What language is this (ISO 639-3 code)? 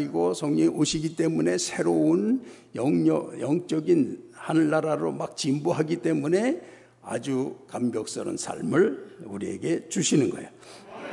kor